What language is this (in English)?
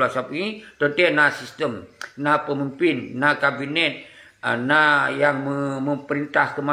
Achinese